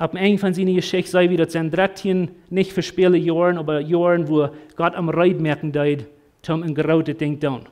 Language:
Plautdietsch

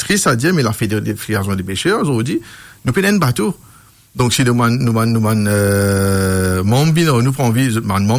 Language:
Morisyen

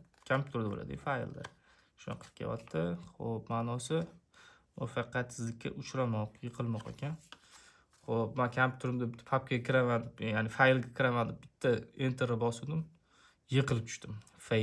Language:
Uzbek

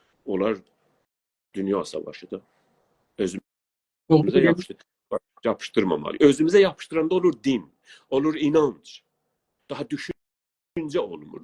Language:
South Azerbaijani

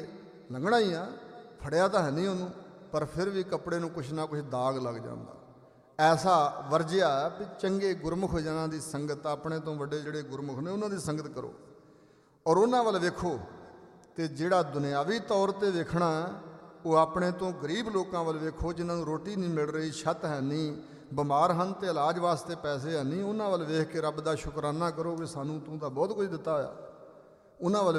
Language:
Punjabi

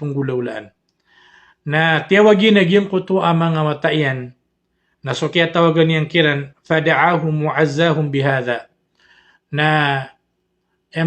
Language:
Maranao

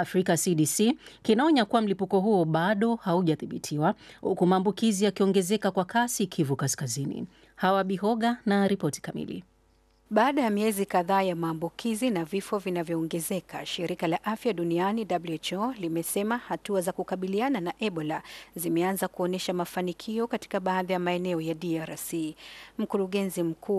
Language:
Swahili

